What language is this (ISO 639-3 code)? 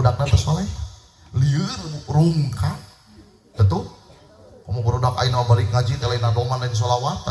sun